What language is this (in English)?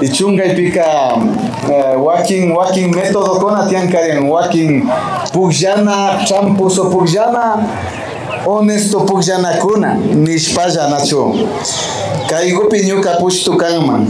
Imbabura Highland Quichua